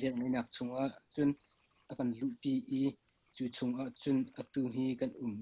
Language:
Hakha Chin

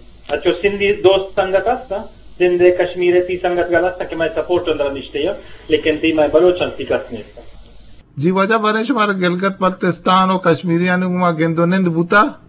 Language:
Eastern Balochi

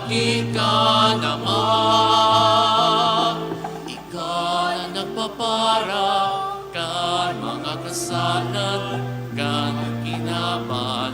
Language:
Bikol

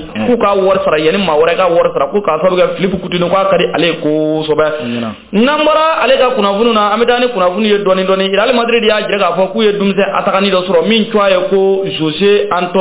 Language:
Bambara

